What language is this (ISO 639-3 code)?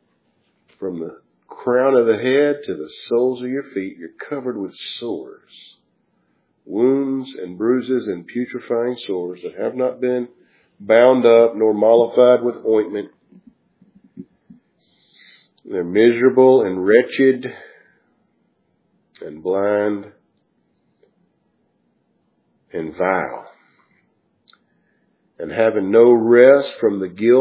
eng